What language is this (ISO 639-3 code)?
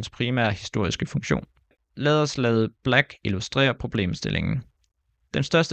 dan